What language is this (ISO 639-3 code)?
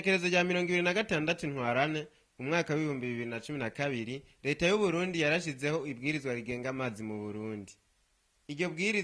run